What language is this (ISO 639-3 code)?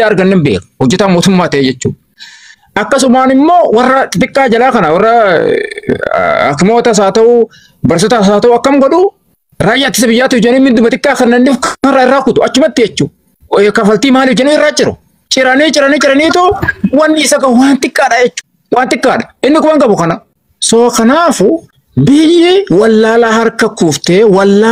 orm